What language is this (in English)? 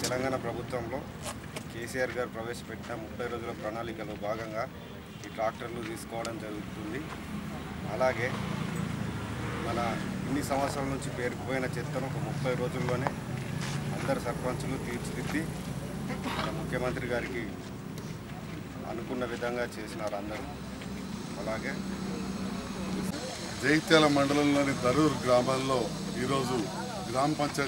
Telugu